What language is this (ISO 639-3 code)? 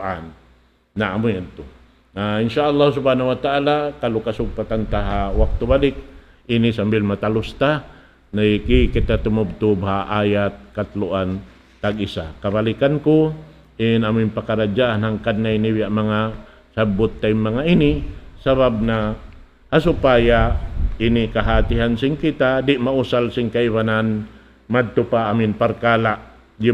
tsg